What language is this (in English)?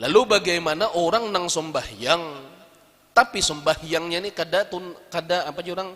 Banjar